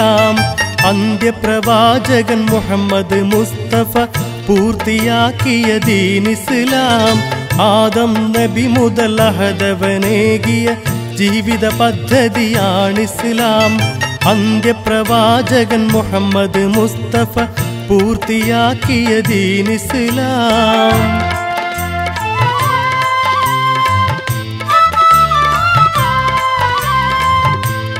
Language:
Malayalam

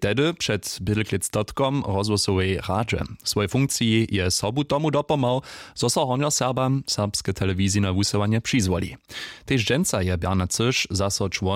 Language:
Upper Sorbian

